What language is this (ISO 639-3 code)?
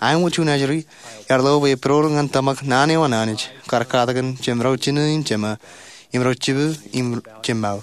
mah